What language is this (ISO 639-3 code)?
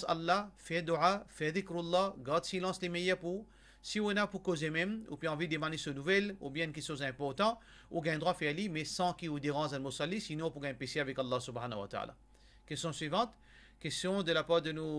mfe